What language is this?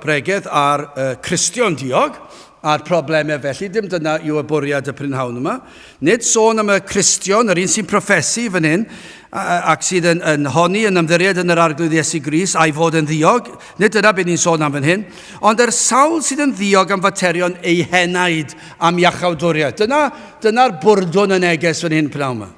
Welsh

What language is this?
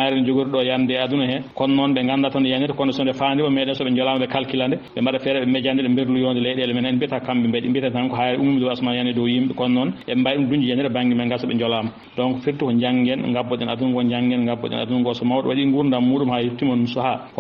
Fula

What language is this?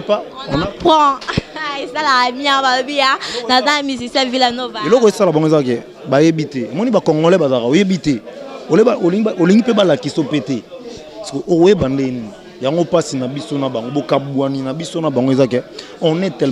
Lingala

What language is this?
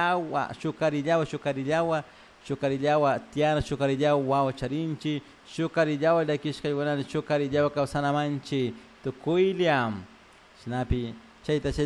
Chimborazo Highland Quichua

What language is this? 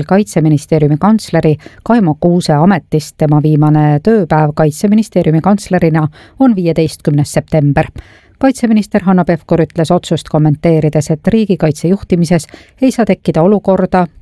Estonian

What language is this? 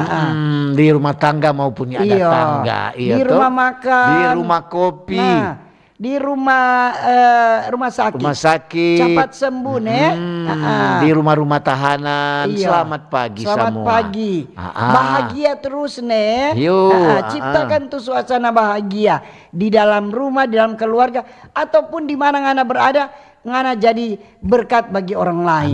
Manado Malay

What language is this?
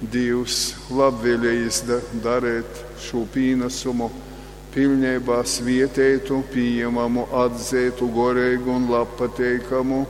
Latgalian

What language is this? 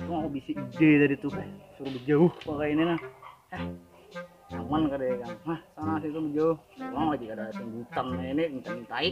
Banjar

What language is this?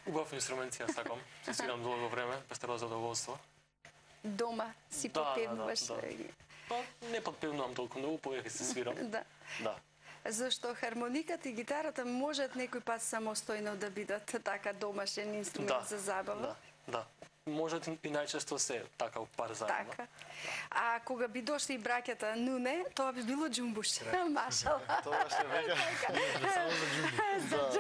Macedonian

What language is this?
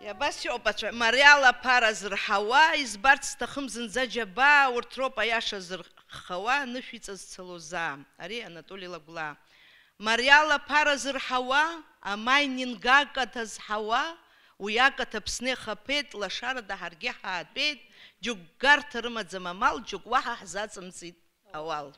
Abkhazian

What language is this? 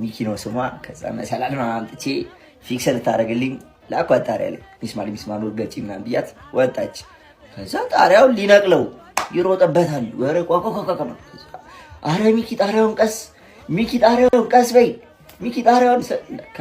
Amharic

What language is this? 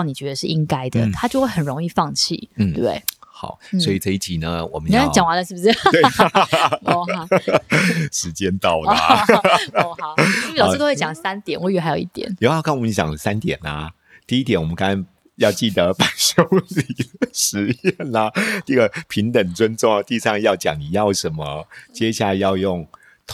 Chinese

